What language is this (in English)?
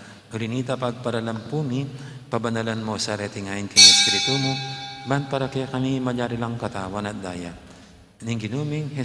Pampanga